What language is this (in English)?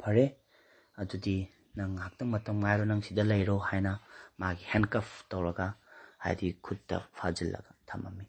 Manipuri